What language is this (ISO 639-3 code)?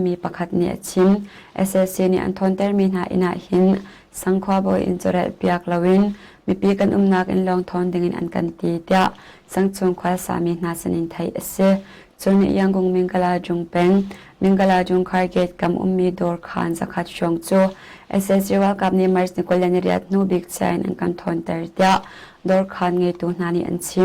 cnh